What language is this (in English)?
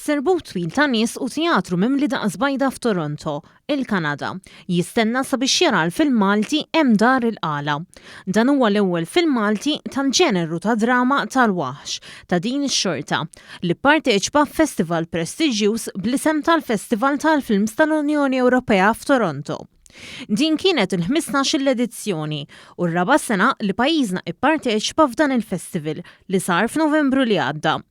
Maltese